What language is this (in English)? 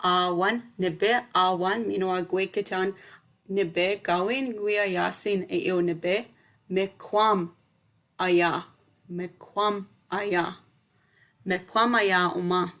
Chippewa